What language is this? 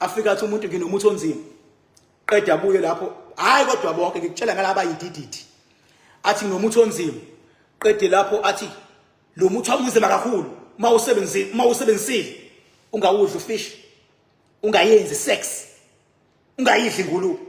Zulu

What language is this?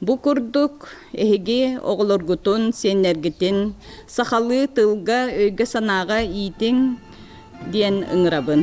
Yakut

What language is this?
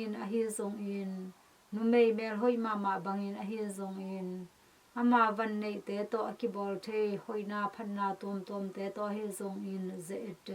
Tedim Chin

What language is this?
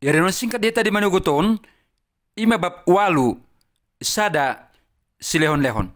Batak Toba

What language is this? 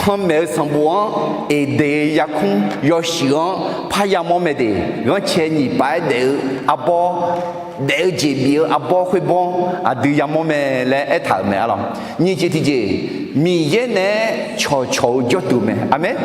Akha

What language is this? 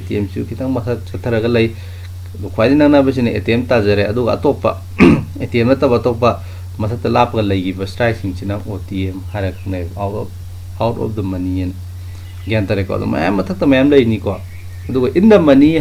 Manipuri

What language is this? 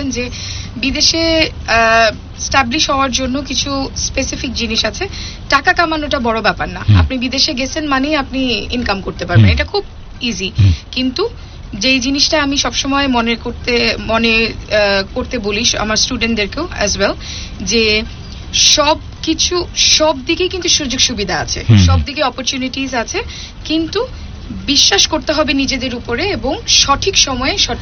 Bangla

